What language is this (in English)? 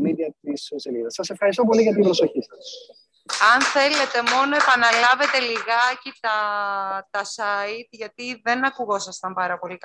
Greek